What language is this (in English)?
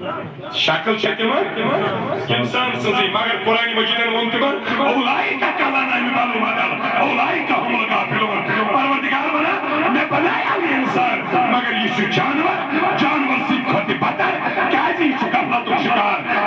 Kashmiri